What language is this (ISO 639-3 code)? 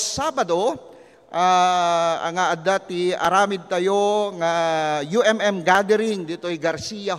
ilo